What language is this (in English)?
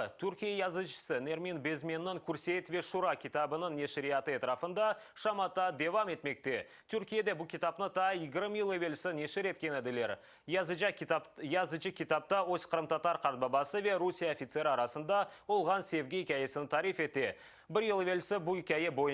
Crimean Tatar